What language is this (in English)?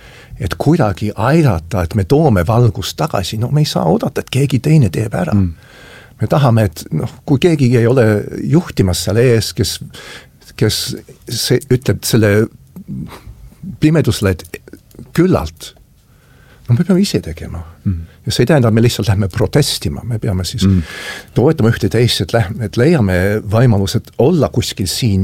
Estonian